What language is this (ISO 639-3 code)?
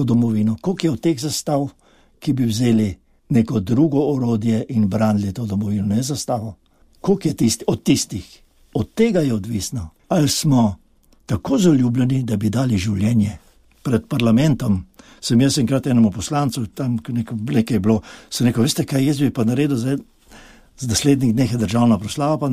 slv